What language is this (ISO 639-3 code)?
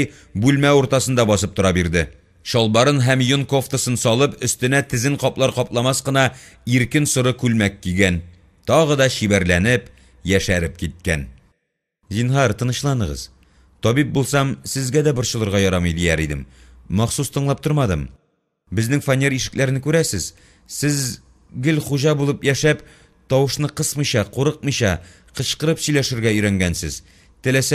tat